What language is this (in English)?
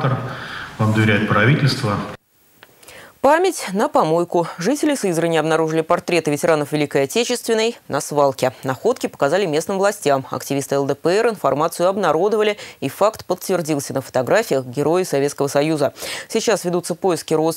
Russian